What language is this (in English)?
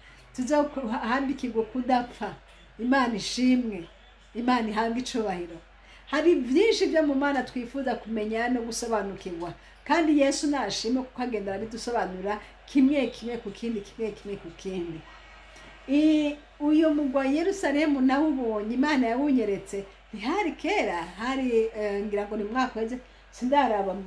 Rundi